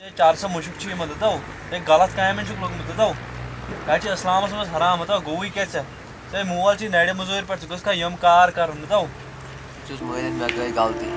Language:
Kashmiri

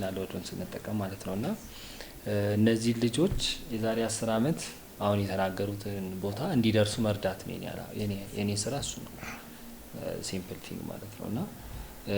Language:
Amharic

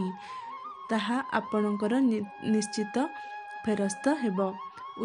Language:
Odia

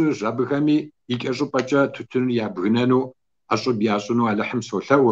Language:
Kabardian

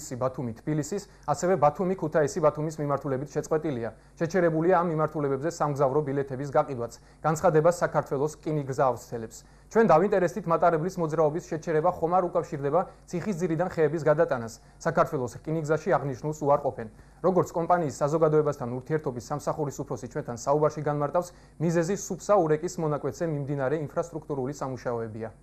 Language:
Georgian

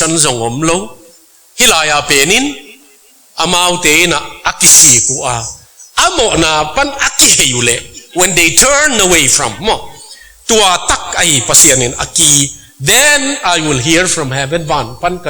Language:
Tedim Chin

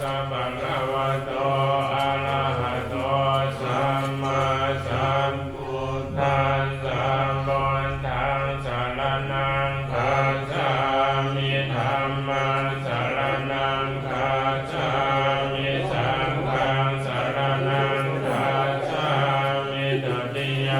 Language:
Pali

